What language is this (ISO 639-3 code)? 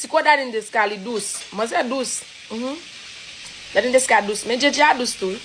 hat